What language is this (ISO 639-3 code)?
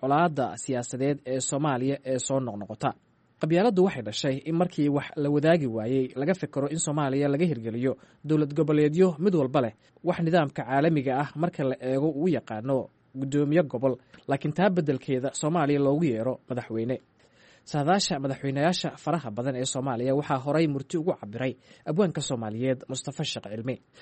som